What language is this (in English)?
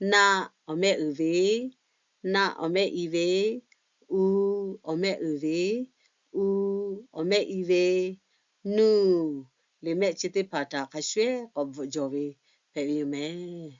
Lahu